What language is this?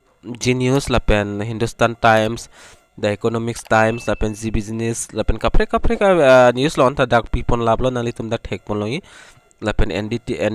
Karbi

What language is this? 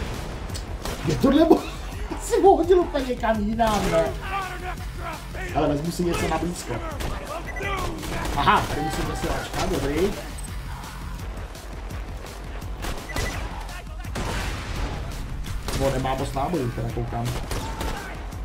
Czech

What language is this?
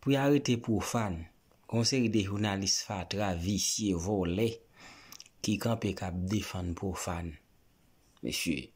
Haitian Creole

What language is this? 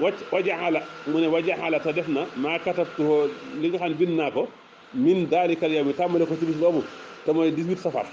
Wolof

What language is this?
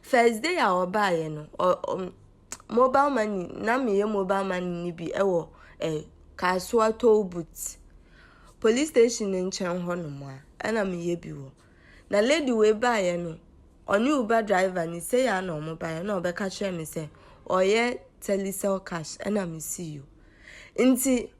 Akan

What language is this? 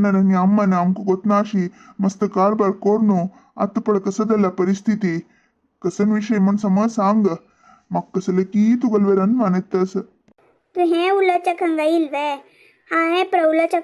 Konkani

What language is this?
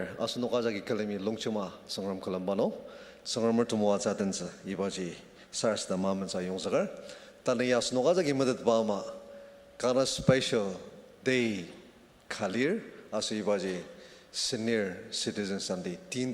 Ao Naga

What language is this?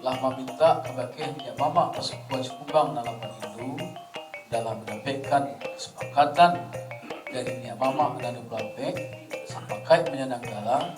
Minangkabau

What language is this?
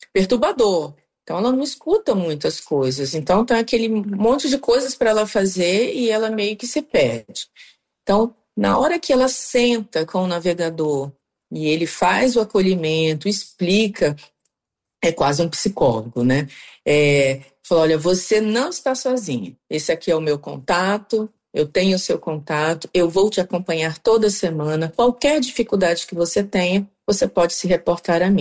Portuguese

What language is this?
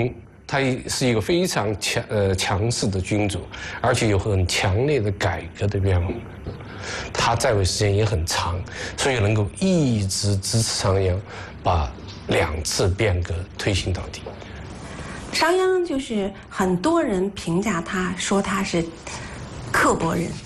Chinese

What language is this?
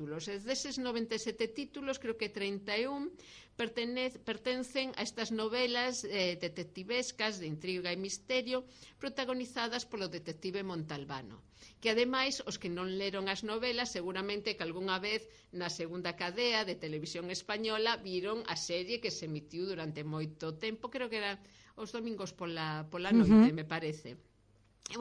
Galician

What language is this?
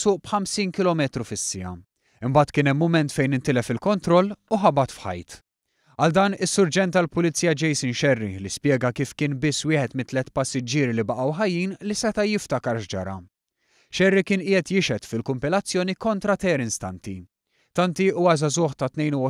Maltese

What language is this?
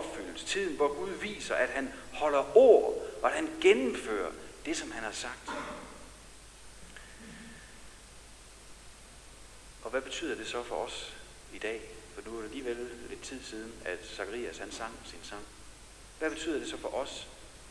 Danish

